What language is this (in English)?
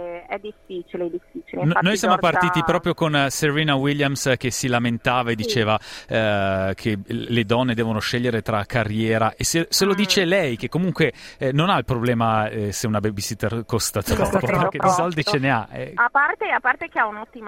Italian